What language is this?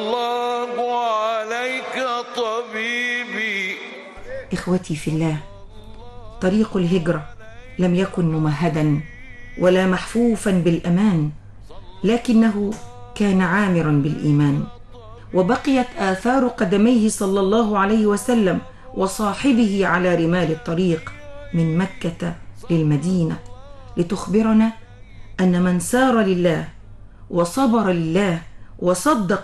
Arabic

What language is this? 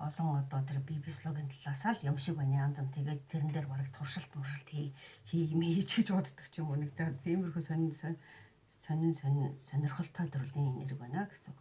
Mongolian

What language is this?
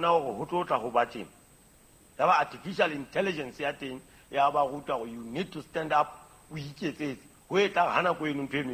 Southern Sotho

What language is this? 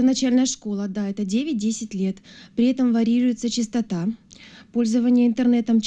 Crimean Tatar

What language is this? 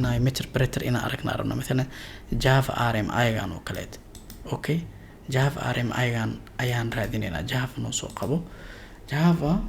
Somali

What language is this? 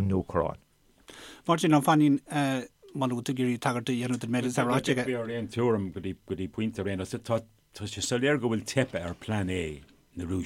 Irish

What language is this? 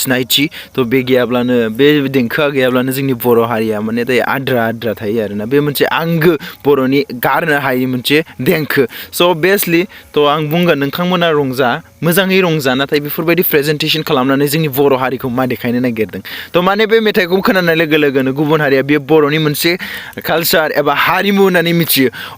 Bodo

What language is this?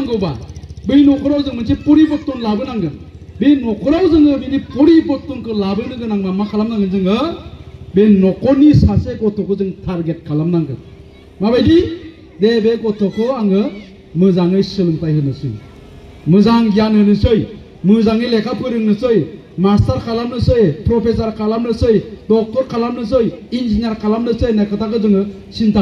Bodo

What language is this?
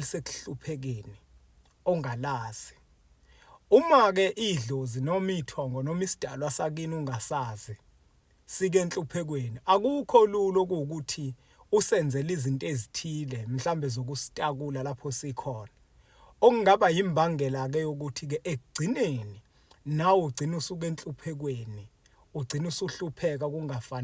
Zulu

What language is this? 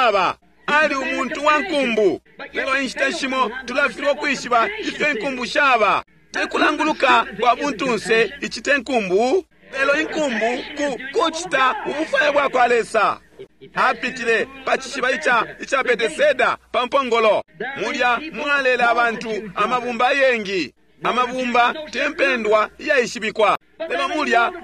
Bemba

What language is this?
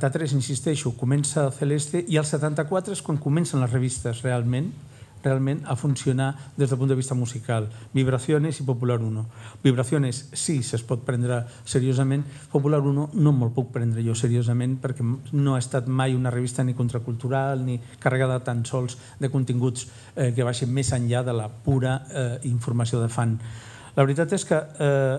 Catalan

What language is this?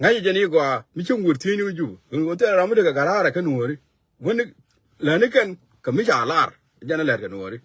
Nuer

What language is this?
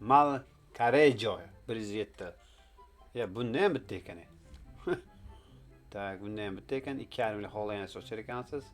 Uzbek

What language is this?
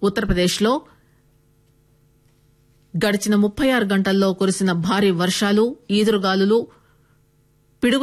Telugu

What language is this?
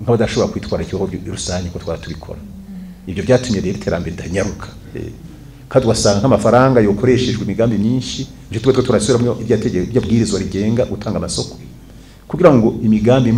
Rundi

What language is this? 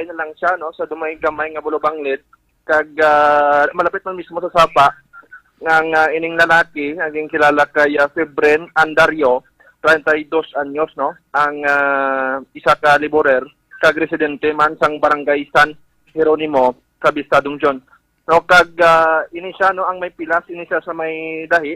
Hiligaynon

